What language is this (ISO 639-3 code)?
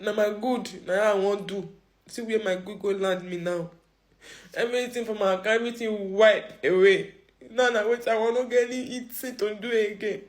pcm